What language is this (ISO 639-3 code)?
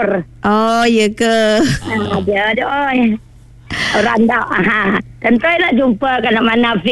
msa